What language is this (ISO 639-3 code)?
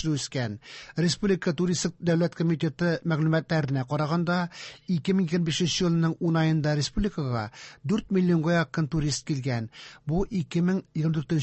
tat